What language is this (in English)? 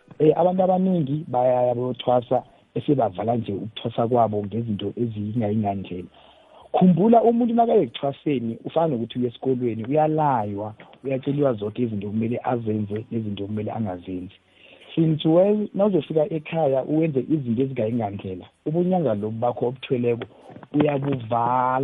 South Ndebele